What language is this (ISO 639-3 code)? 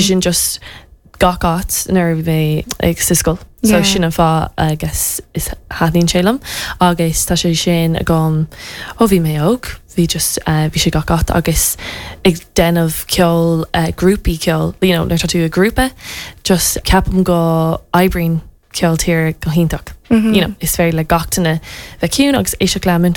gle